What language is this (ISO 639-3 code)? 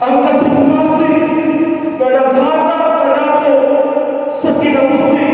ceb